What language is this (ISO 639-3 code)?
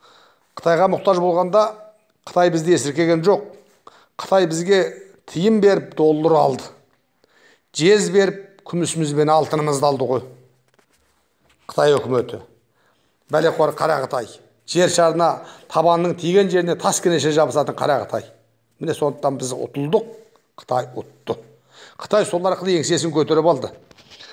kaz